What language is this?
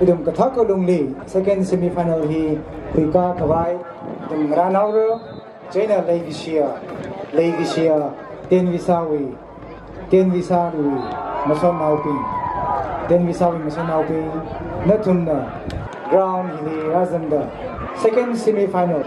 Tangkhul Naga (India)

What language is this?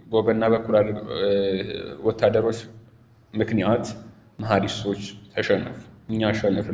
Amharic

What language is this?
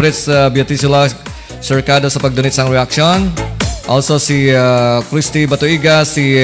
Hiligaynon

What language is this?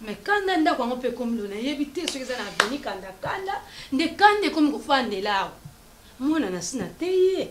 Lingala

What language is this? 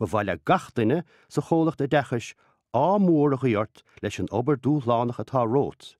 Irish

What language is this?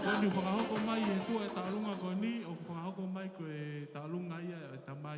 Tongan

